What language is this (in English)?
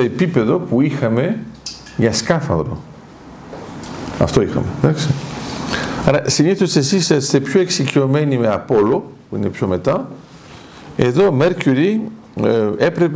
Greek